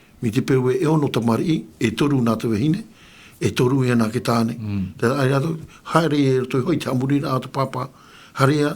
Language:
Tahitian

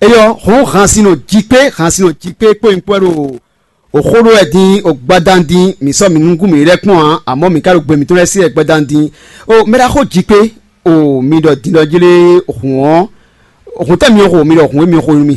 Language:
Fon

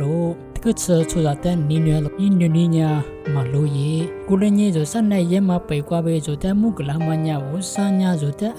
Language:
Lisu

